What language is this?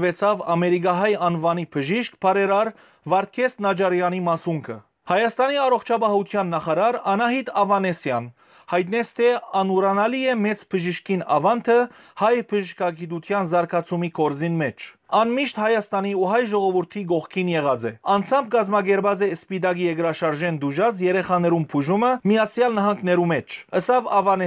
Western Armenian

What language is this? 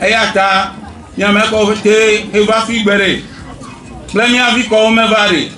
Ewe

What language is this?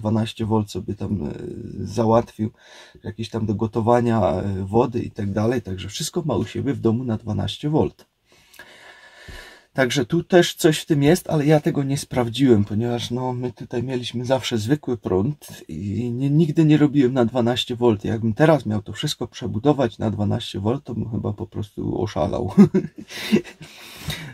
Polish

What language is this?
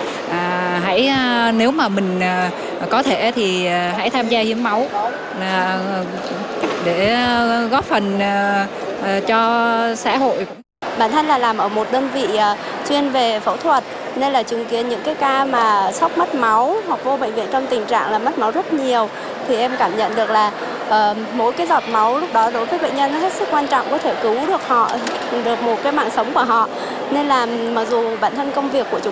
Vietnamese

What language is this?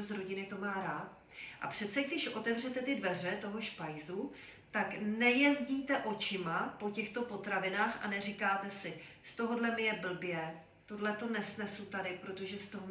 Czech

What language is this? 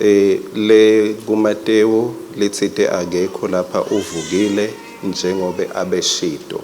Swati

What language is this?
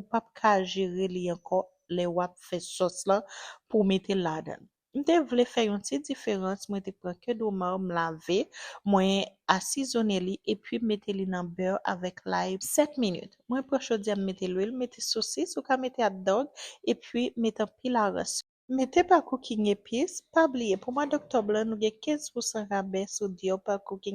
Haitian Creole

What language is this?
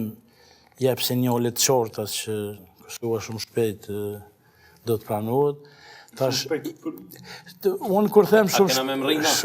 Albanian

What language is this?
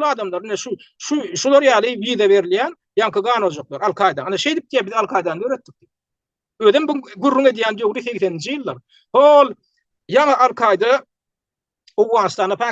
Turkmen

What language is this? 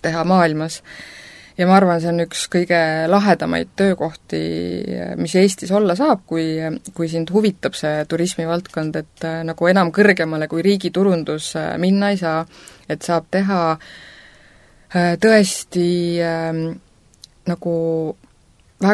Estonian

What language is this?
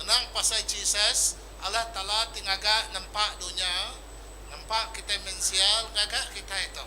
Iban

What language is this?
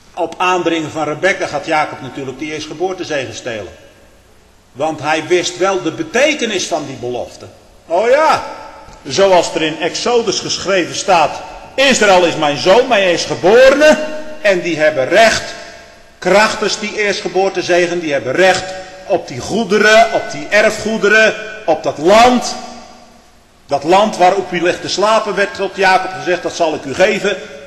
Dutch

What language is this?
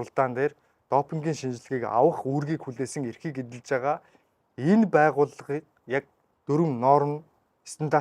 Mongolian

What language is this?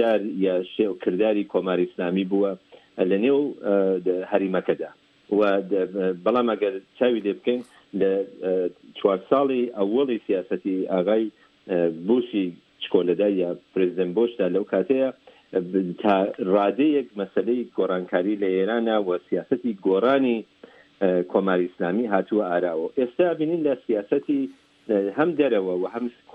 Central Kurdish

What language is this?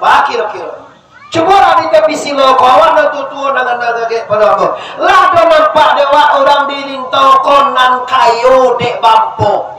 Minangkabau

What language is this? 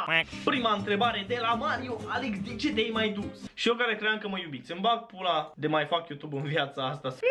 Romanian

